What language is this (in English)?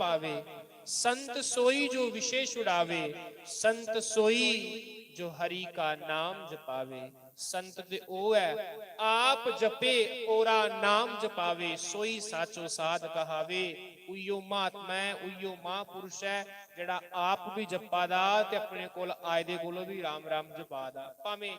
Dogri